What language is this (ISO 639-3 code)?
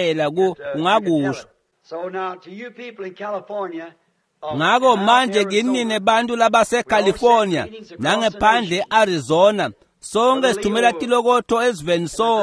ssw